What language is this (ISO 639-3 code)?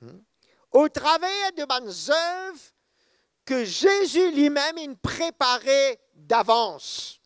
mfe